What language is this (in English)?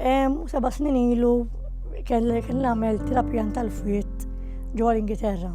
Maltese